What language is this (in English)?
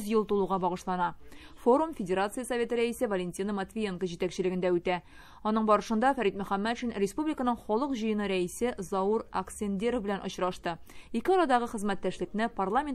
Tatar